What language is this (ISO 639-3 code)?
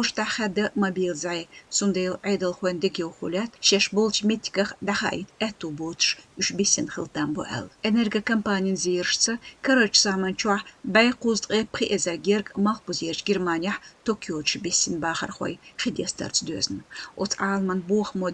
che